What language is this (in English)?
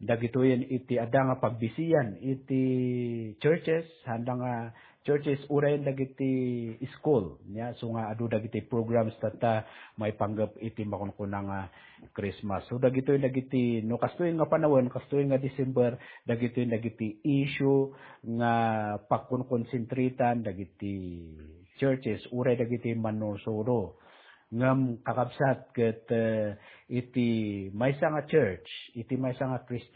Iloko